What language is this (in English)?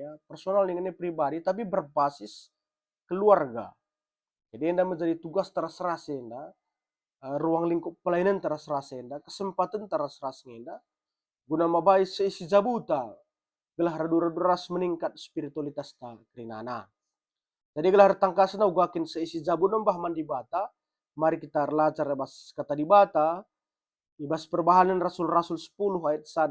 Batak Karo